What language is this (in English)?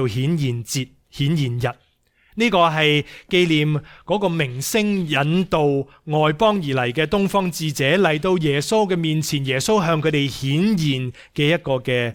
Cantonese